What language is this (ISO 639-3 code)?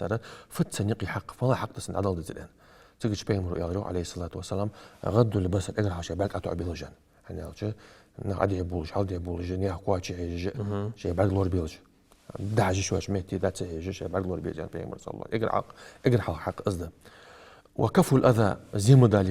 inh